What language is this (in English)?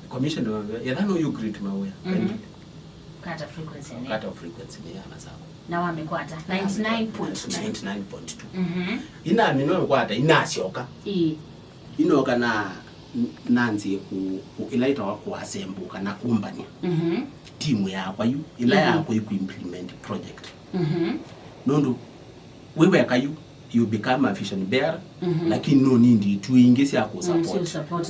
Kamba